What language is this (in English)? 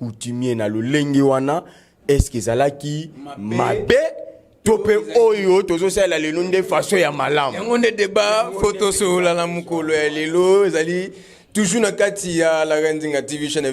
Lingala